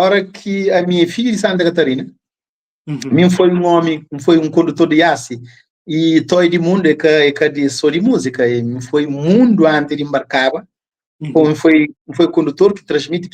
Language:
Kabuverdianu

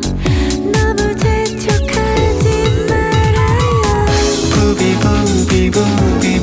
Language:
Korean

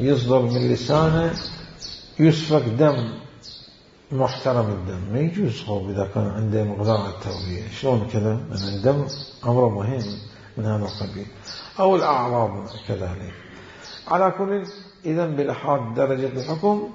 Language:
Mesopotamian Arabic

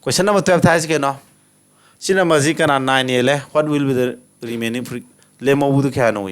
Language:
Manipuri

